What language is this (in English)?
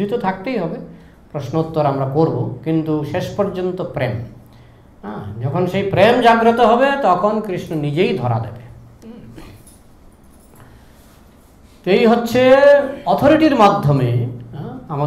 Bangla